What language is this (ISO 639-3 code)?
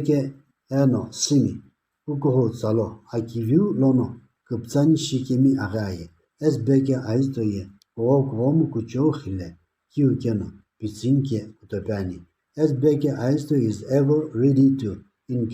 nsm